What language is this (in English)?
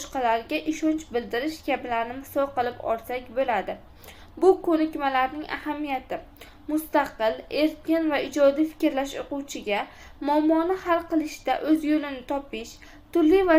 Uzbek